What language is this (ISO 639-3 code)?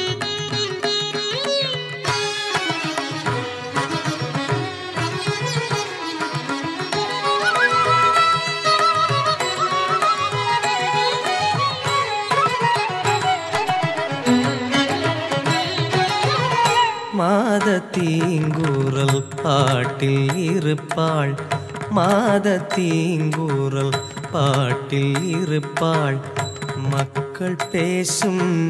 tam